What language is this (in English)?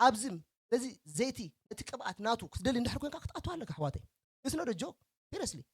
Tigrinya